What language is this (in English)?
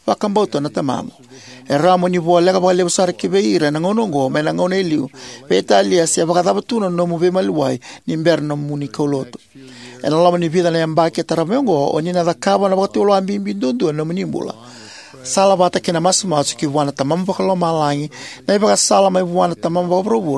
Fijian